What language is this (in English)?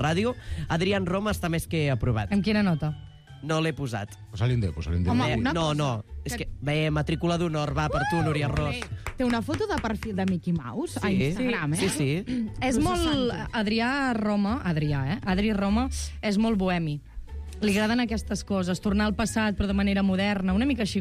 Catalan